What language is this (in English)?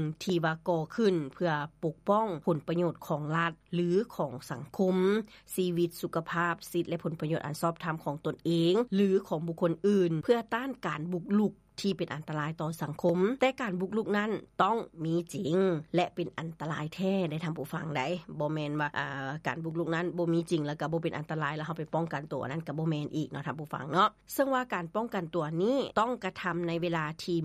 Lao